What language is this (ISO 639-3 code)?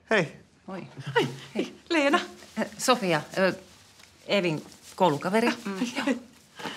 fin